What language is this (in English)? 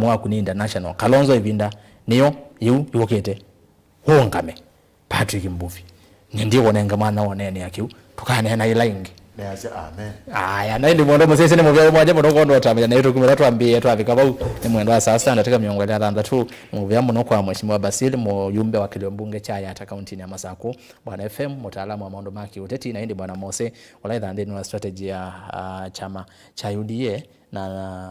Kamba